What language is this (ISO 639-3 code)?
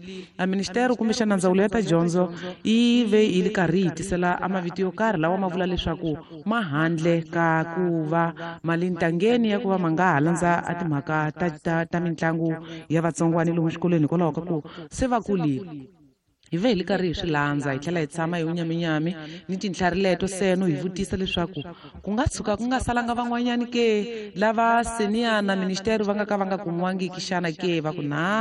tso